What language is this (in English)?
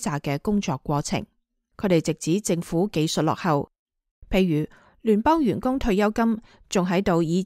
Cantonese